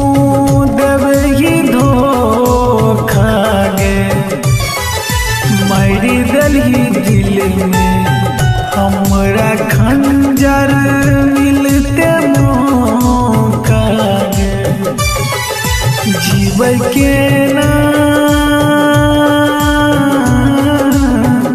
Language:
Maithili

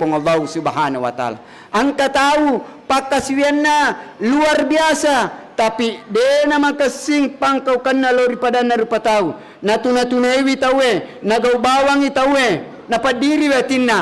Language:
Buginese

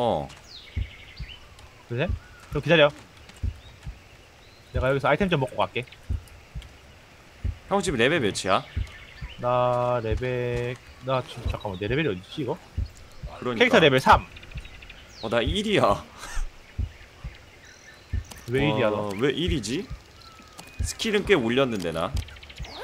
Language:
Korean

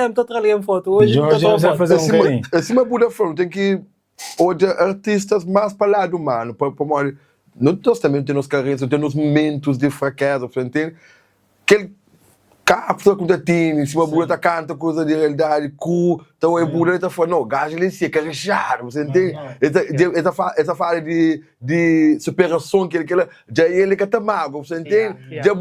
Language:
Kabuverdianu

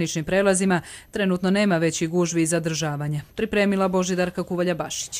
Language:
Croatian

